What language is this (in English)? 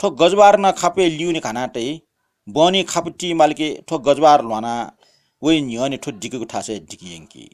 Newari